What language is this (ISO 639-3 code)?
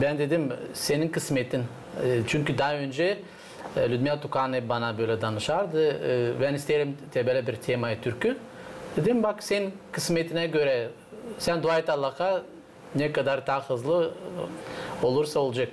gag